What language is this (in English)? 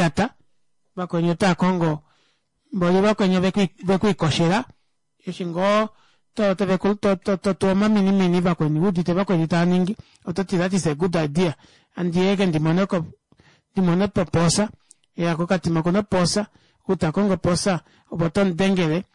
Kuanyama